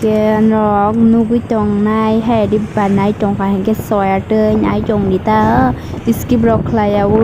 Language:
Kok Borok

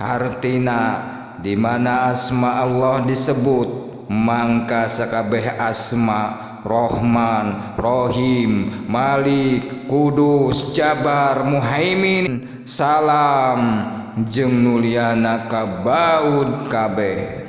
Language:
Sundanese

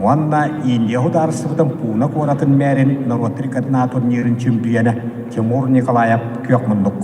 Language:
Yakut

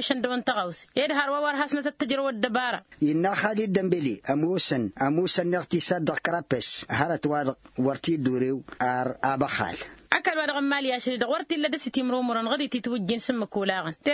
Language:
Tamasheq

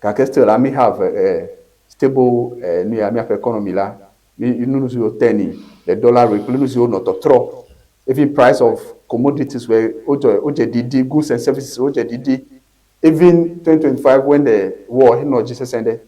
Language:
Ewe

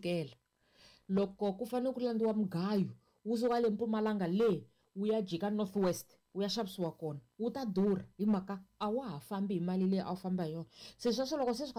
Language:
Tsonga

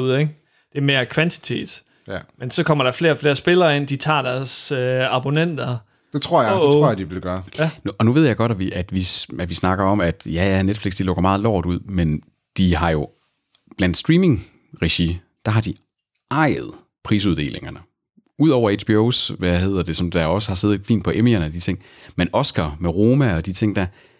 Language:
Danish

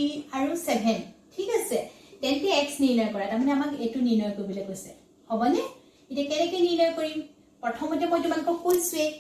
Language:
Assamese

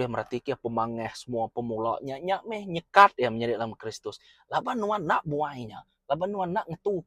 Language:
Iban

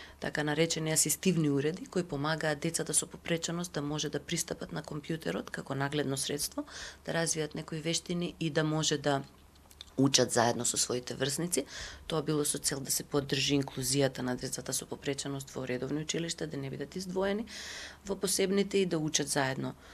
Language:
Macedonian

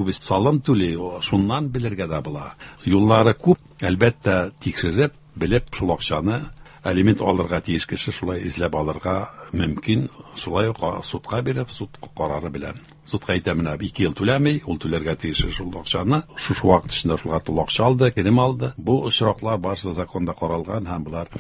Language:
Tatar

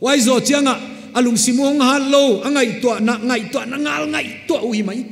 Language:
Paite Chin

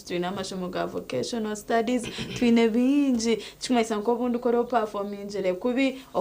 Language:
Nyankole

